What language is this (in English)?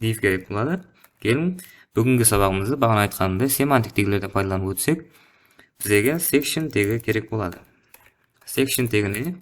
Kara-Kalpak